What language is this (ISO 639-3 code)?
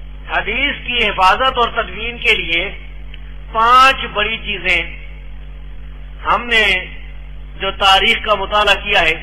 urd